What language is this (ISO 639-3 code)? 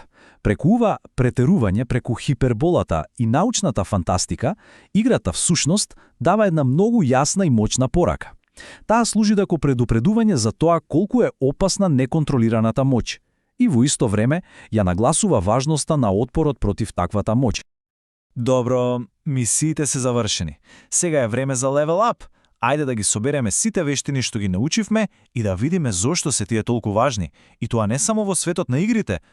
mkd